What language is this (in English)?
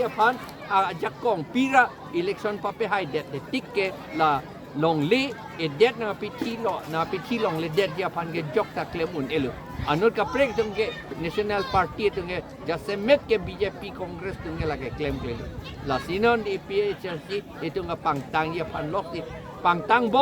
Karbi